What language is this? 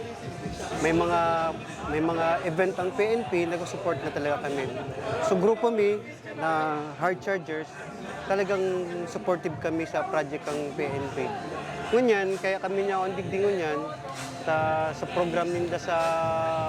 Bikol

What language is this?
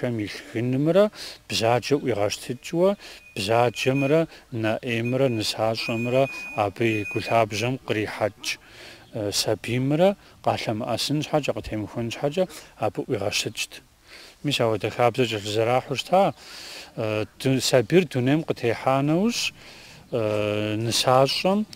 Kabardian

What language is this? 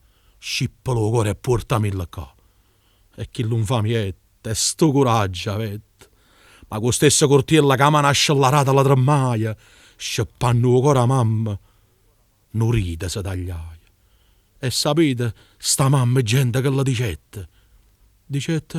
Neapolitan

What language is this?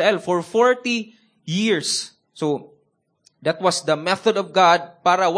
Cebuano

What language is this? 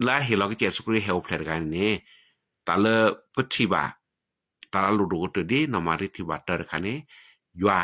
S'gaw Karen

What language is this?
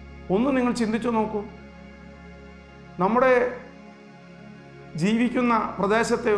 Malayalam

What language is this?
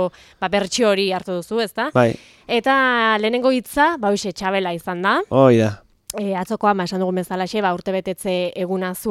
Basque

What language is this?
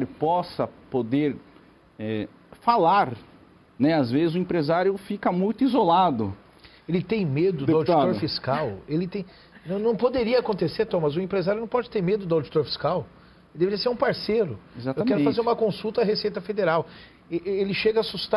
Portuguese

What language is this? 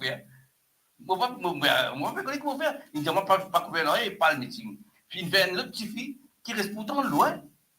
Morisyen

